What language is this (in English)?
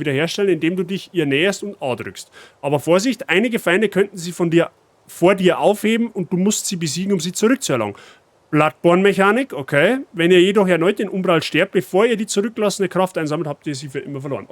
Bavarian